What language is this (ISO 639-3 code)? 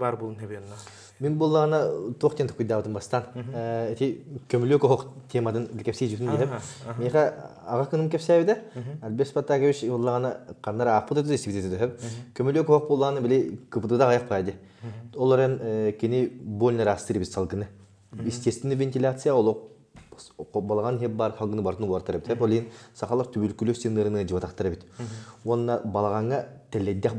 sah